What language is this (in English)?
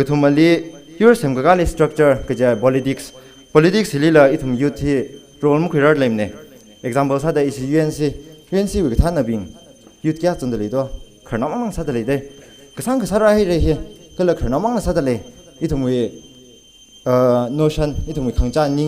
Tangkhul Naga (India)